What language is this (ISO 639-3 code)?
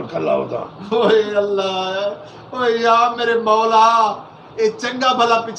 skr